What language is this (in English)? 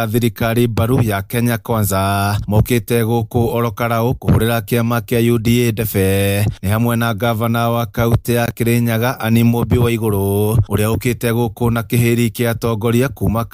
Kikuyu